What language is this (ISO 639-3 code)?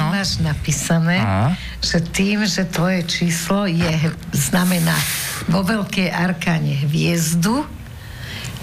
slk